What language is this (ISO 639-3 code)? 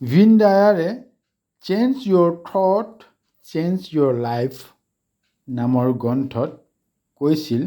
asm